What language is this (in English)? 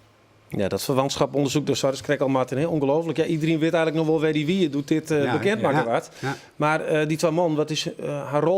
Western Frisian